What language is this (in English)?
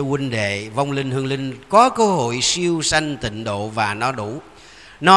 Vietnamese